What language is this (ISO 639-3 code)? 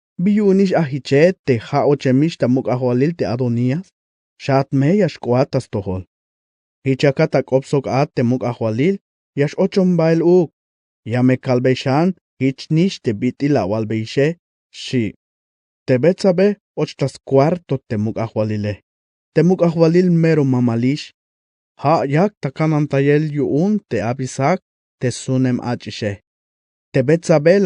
tzh